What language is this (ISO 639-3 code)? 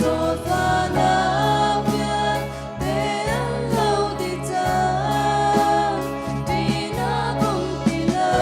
cnh